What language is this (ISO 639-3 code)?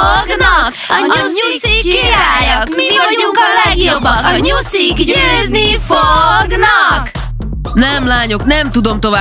hun